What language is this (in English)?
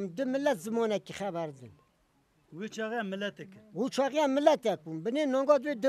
Kurdish